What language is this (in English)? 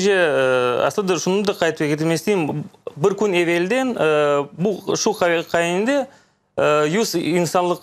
Crimean Tatar